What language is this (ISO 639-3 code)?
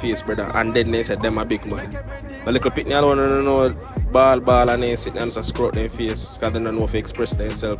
jam